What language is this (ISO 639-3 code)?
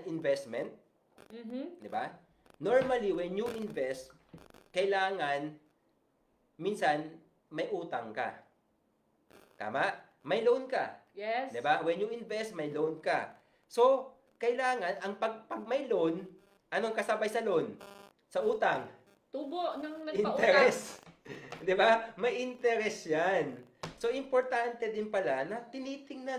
fil